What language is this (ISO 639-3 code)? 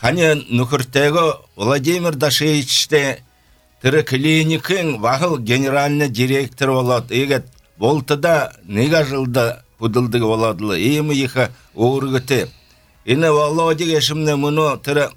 bel